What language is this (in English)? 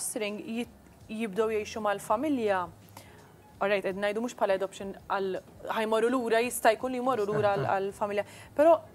Maltese